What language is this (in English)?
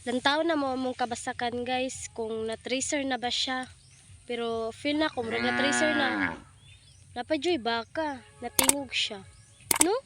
Cebuano